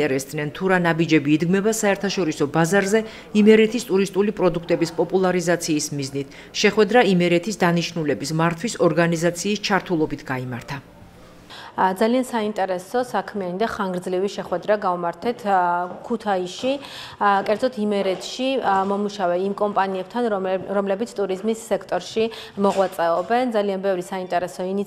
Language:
Georgian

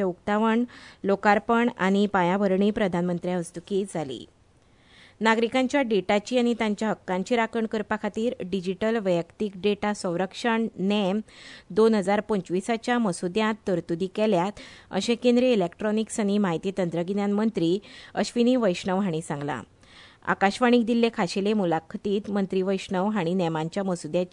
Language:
Konkani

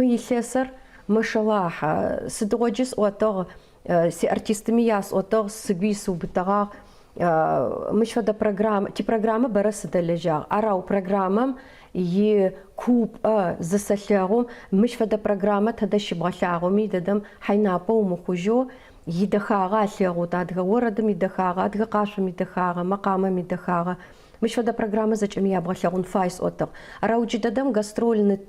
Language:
Adyghe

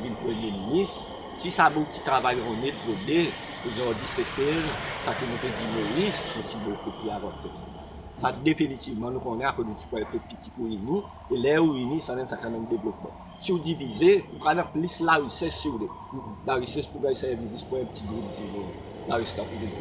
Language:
Seselwa Creole French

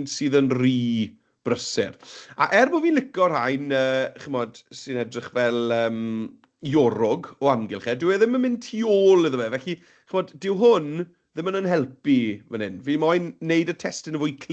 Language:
Welsh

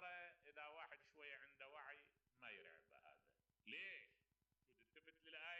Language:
Mesopotamian Arabic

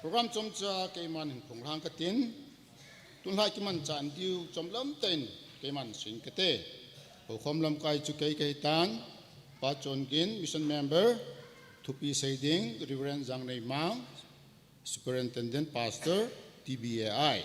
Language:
Thado Chin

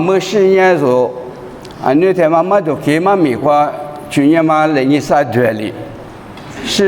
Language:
Lisu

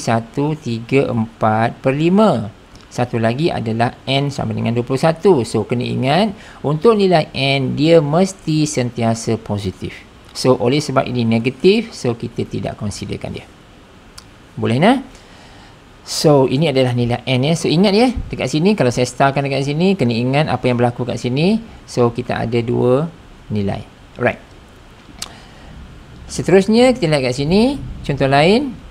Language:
Malay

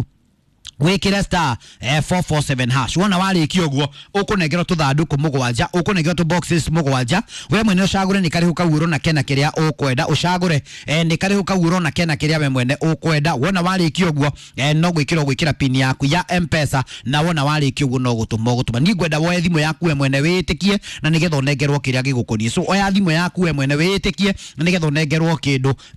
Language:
Kikuyu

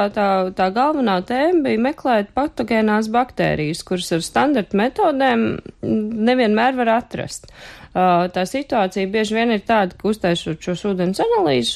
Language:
Latvian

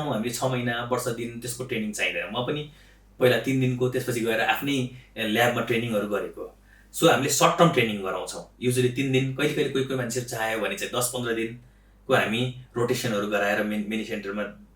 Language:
Nepali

